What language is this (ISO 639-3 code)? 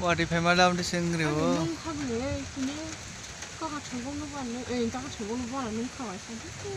trp